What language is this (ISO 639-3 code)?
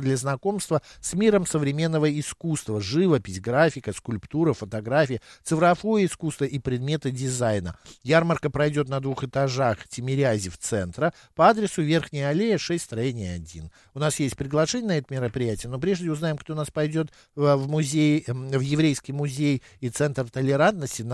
rus